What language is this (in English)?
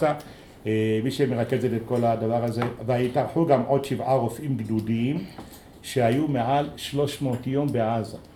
Hebrew